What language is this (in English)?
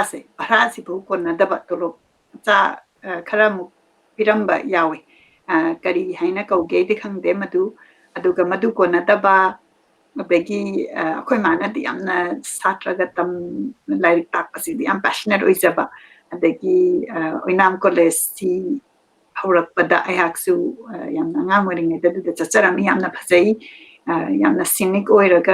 Manipuri